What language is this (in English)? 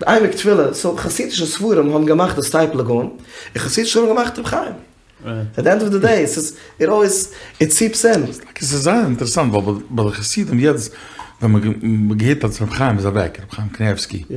Yiddish